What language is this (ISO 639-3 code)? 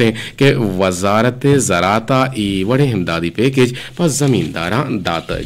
bgp